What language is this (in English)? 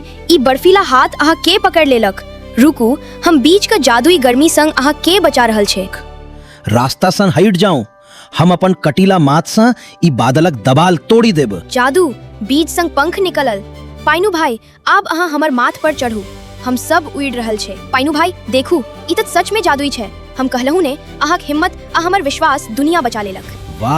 Maithili